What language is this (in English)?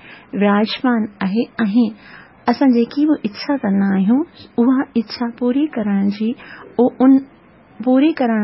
Sindhi